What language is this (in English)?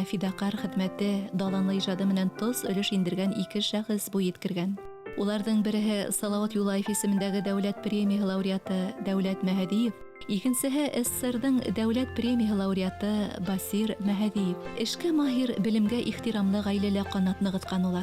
Bashkir